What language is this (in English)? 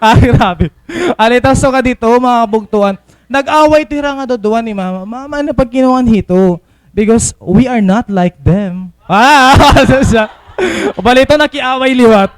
Waray